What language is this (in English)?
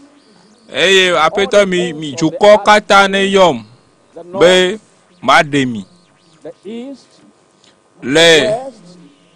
Ewe